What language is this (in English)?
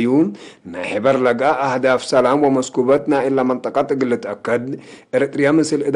Tigre